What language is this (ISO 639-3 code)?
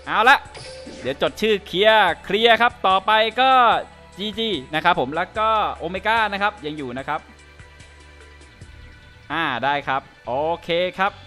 tha